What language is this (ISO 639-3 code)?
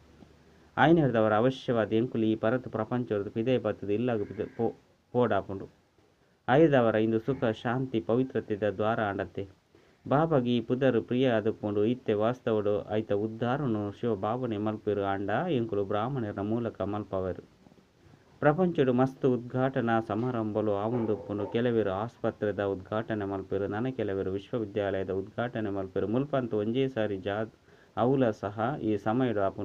tcy